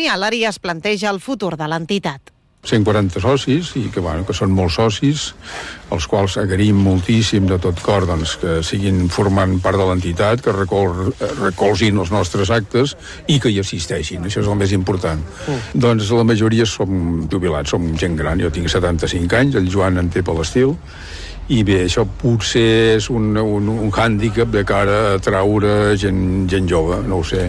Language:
Catalan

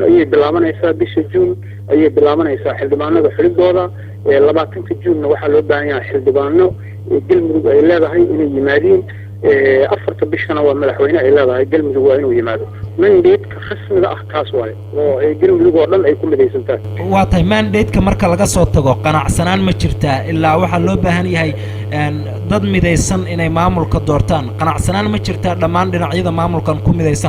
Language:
Somali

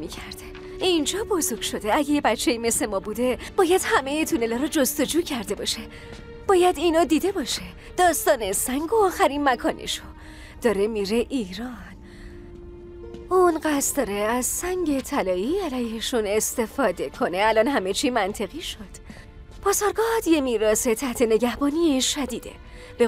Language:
Persian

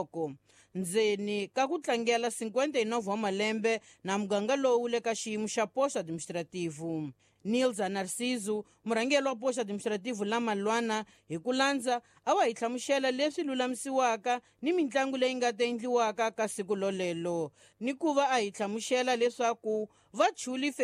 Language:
Tsonga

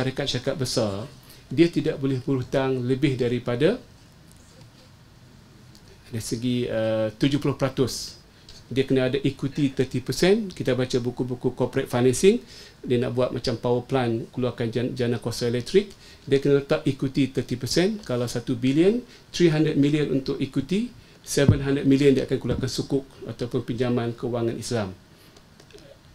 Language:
Malay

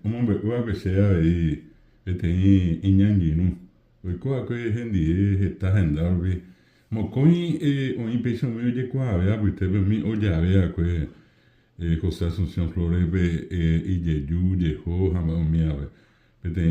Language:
Guarani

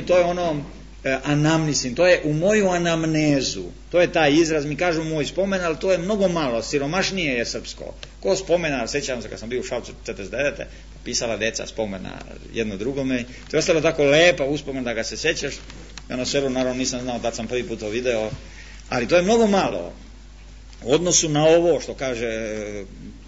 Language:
Serbian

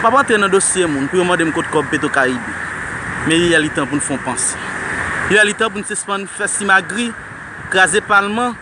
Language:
Haitian Creole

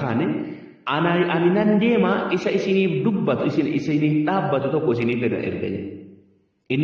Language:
Oromo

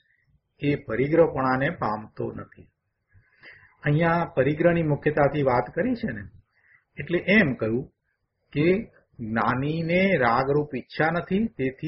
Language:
Gujarati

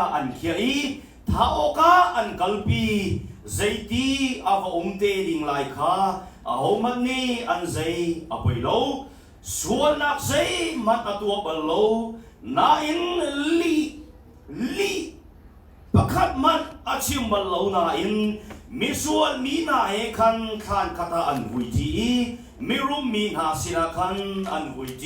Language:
Hakha Chin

